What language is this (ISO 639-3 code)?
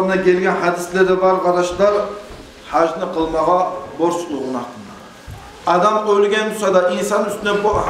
kum